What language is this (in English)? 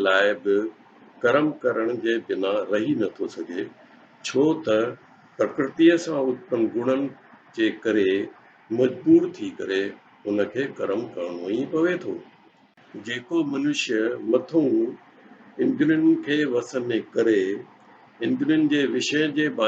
Sindhi